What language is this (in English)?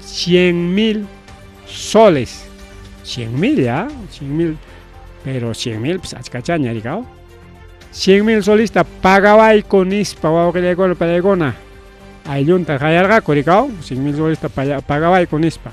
Ayacucho Quechua